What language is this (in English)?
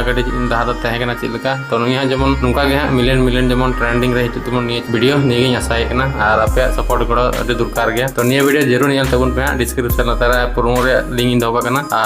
Santali